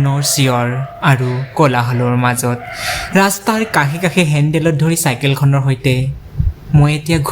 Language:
Assamese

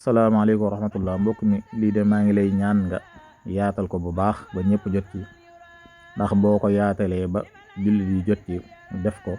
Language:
Wolof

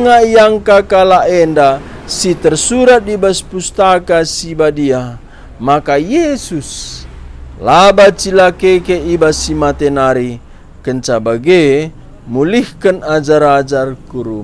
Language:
Batak Karo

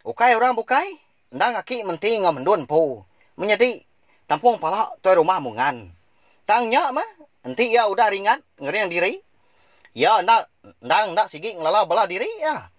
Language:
Iban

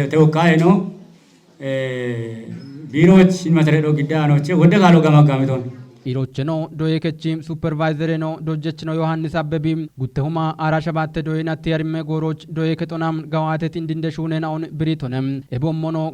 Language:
Kafa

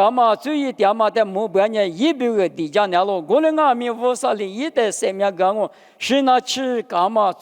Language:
Lisu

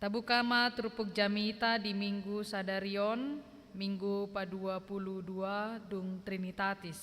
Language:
Batak Toba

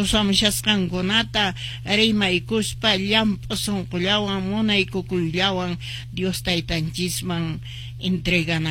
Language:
Quechua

